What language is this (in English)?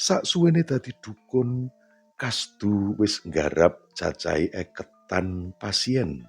Javanese